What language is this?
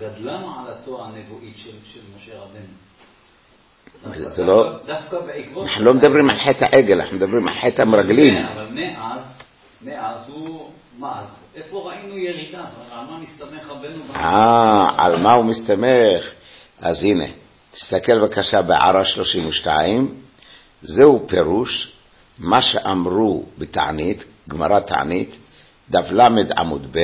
Hebrew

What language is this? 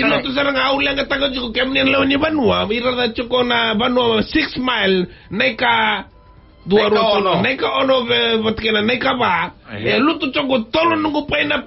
Fijian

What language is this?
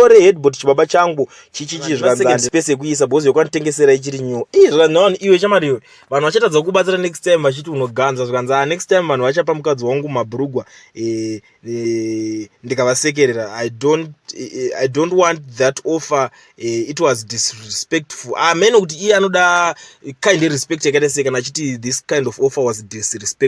Shona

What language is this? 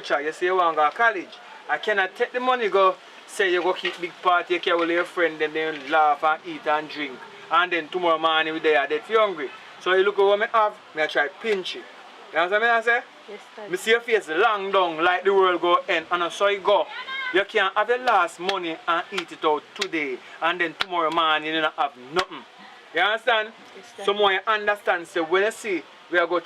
Jamaican Creole English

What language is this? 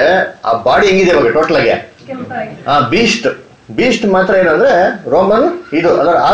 Kannada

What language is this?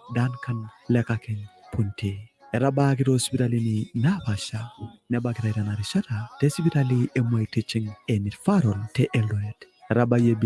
Masai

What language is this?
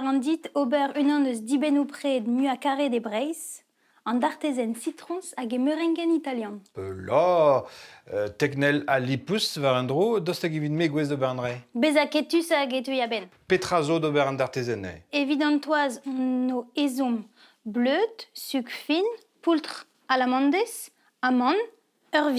Breton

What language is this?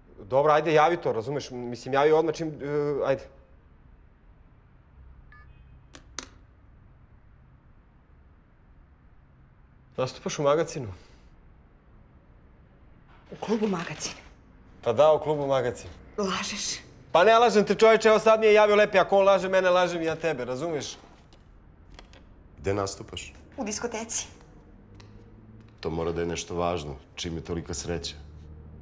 Serbian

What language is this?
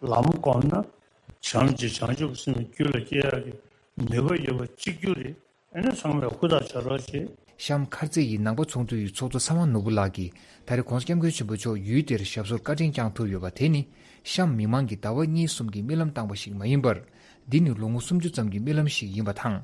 Tibetan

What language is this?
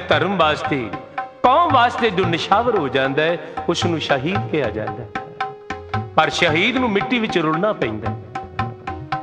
Punjabi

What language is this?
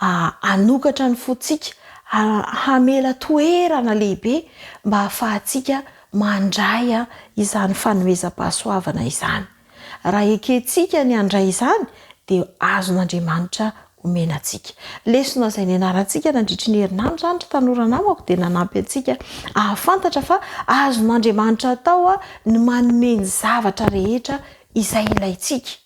Malagasy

